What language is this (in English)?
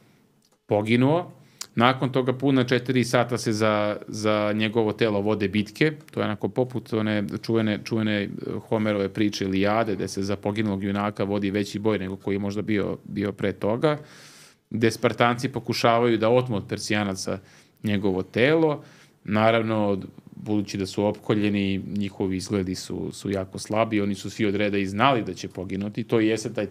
Serbian